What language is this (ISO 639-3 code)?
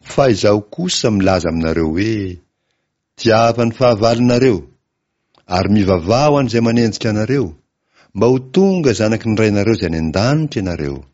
mlg